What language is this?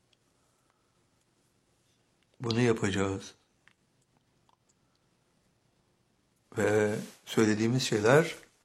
Turkish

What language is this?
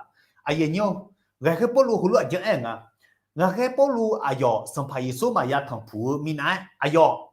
Akha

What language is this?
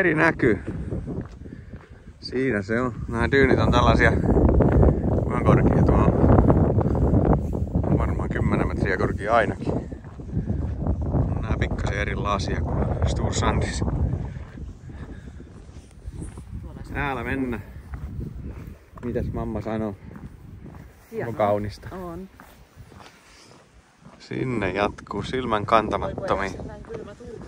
Finnish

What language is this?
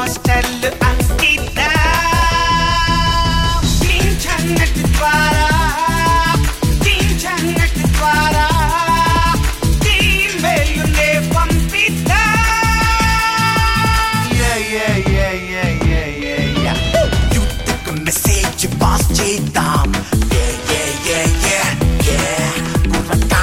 Telugu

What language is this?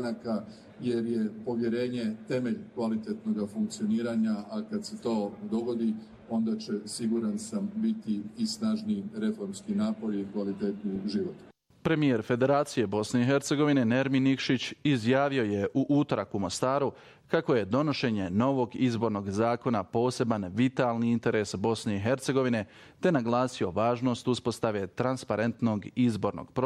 Bosnian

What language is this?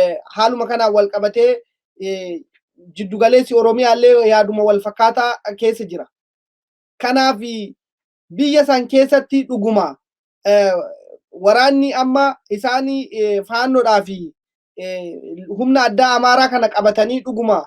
Oromo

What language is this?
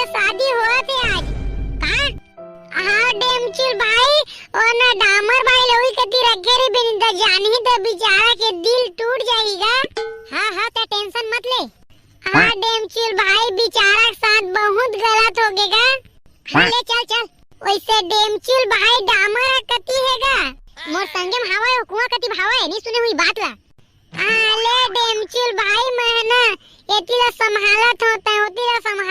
Chhattisgarhi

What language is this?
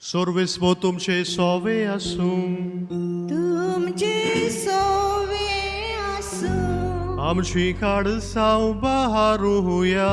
Konkani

